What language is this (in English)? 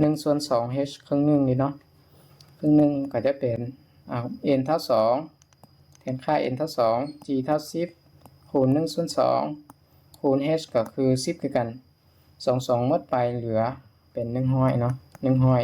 Lao